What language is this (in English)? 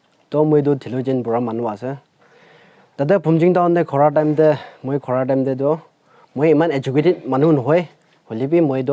Naga Pidgin